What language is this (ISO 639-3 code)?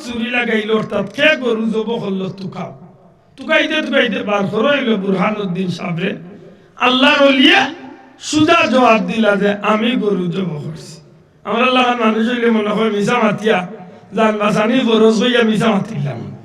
syl